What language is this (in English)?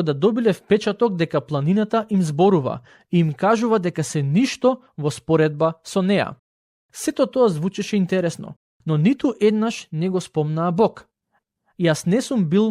Macedonian